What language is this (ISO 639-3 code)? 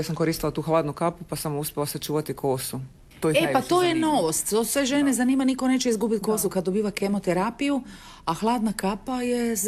hrv